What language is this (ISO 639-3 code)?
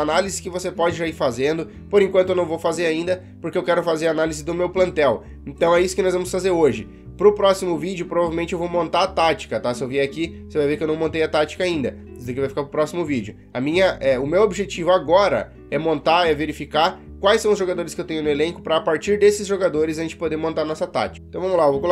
por